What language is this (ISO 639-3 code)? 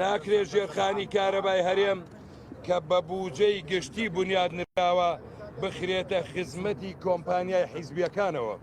ckb